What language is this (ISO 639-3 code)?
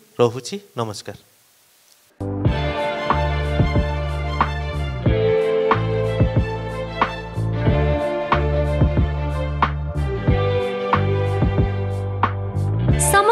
ori